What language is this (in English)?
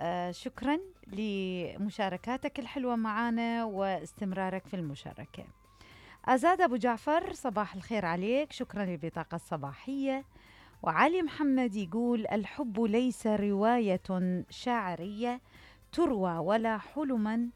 Mesopotamian Arabic